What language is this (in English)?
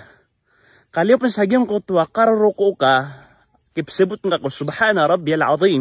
Maranao